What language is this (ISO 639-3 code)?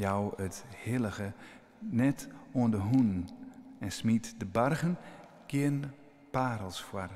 fry